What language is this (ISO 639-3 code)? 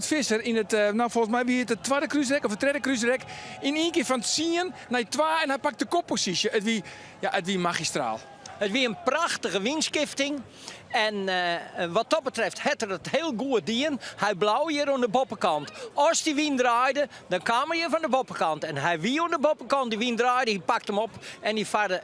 fry